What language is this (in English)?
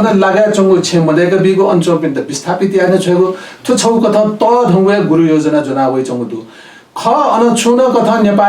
Newari